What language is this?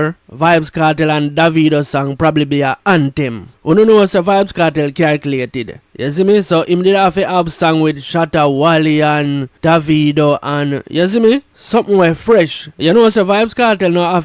Jamaican Creole English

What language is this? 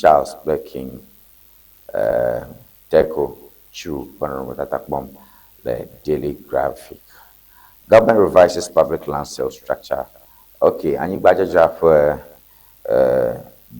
Ewe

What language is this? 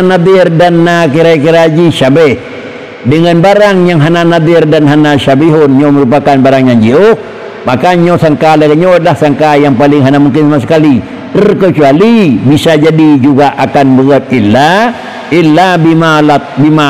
Achinese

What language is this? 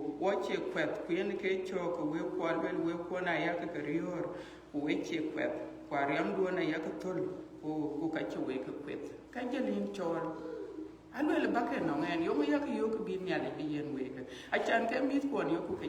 Dinka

